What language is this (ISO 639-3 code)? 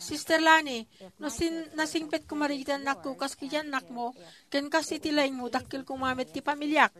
ilo